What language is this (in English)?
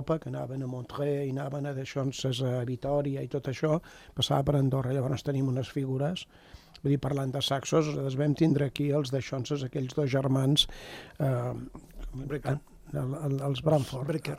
Catalan